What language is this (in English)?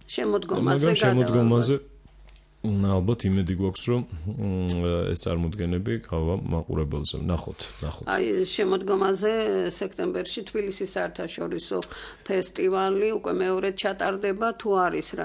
Georgian